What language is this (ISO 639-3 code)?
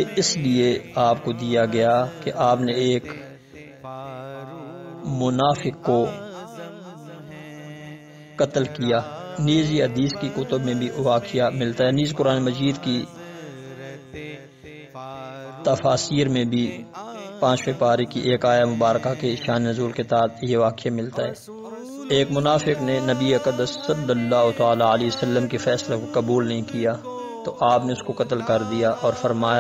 urd